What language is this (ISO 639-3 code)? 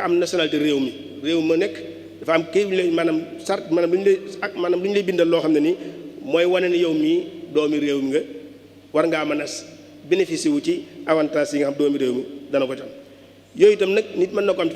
wol